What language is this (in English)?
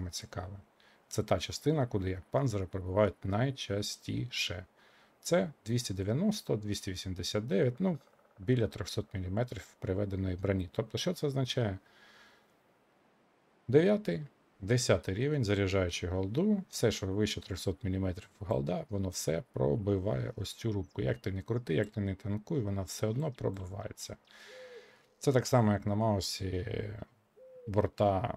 Ukrainian